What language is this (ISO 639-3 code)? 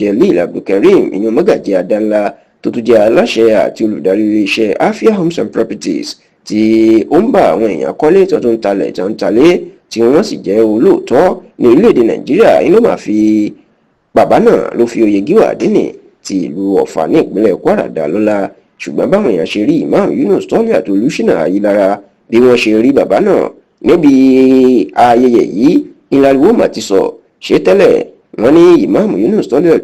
yor